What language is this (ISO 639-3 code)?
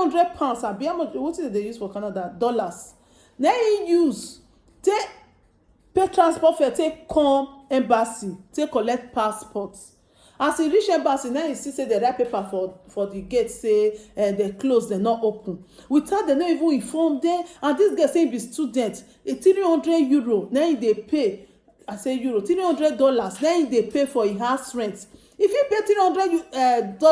pcm